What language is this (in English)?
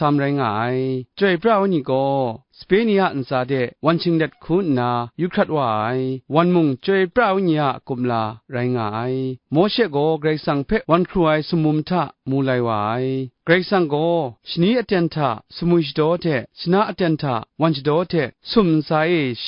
Kachin